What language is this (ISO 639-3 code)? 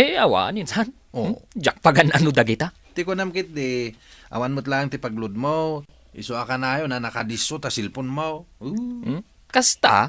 ilo